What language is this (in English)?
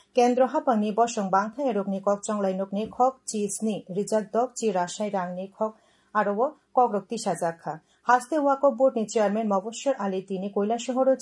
Kok Borok